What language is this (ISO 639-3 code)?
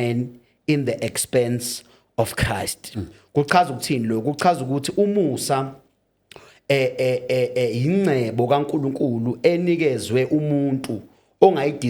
zul